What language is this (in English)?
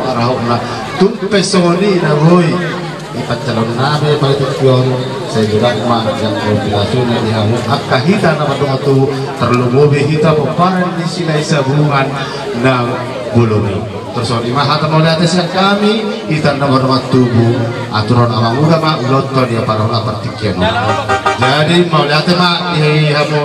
Batak Toba